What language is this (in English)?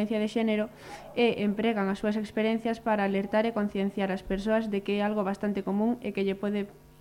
Galician